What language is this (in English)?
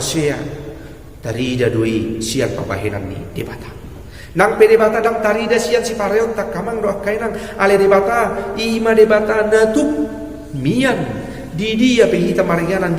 Batak Toba